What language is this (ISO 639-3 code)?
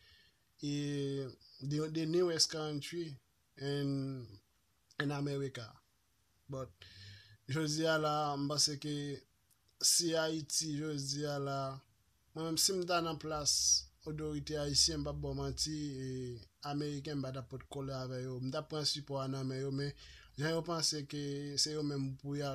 hat